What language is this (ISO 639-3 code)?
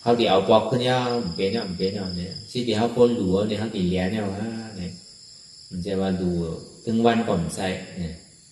shn